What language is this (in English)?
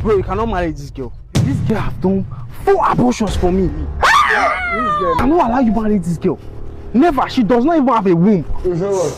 Nigerian Pidgin